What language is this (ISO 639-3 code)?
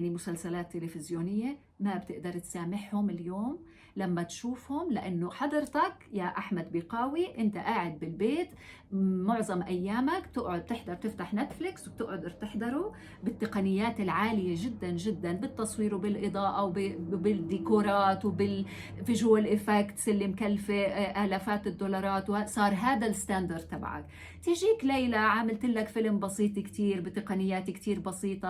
apc